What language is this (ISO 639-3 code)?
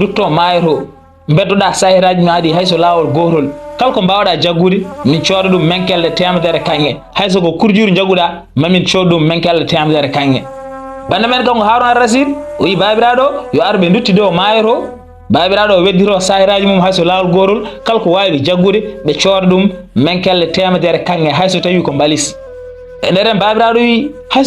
ful